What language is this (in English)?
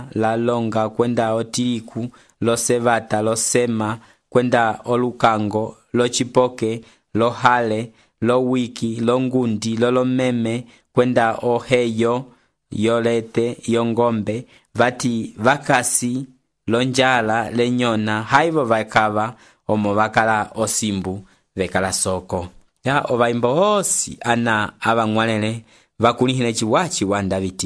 Umbundu